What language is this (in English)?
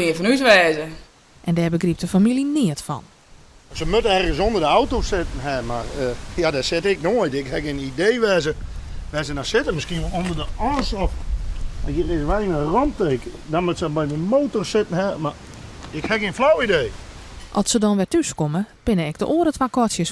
Western Frisian